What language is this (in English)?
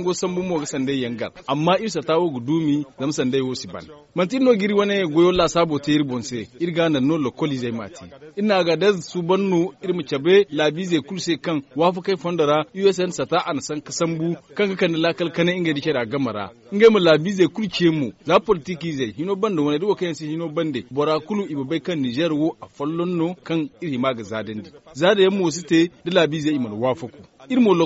Zarma